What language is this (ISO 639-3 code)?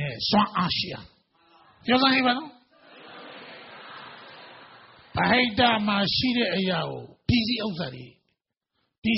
mya